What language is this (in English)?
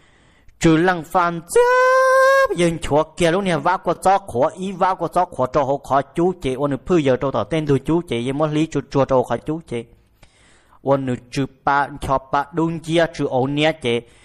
Vietnamese